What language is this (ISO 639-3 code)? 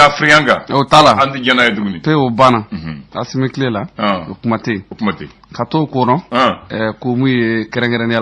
bam